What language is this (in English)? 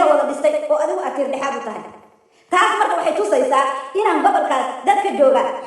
Somali